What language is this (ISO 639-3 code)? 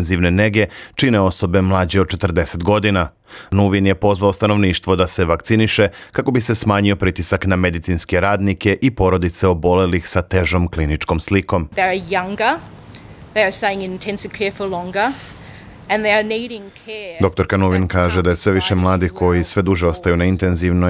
srp